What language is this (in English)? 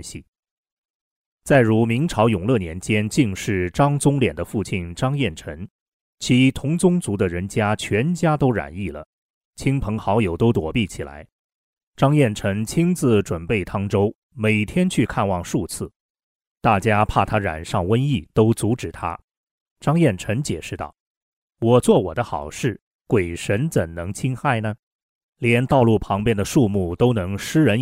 Chinese